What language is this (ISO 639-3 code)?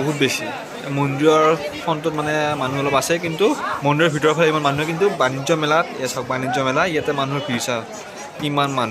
asm